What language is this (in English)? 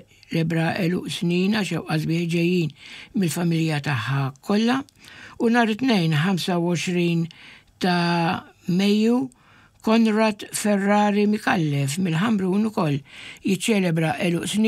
Maltese